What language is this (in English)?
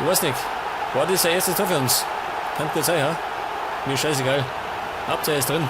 Bavarian